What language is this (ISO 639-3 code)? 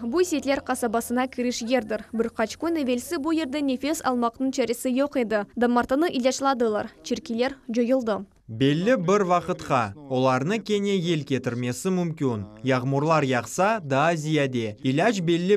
crh